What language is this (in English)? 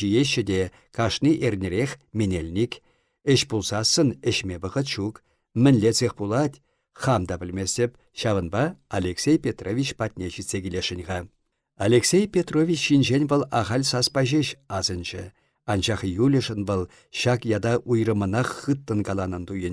Chuvash